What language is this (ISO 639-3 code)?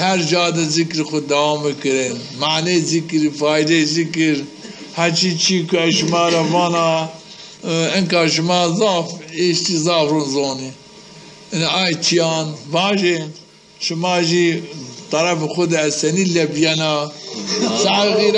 zza